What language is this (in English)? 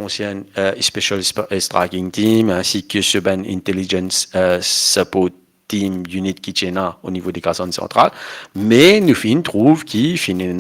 Morisyen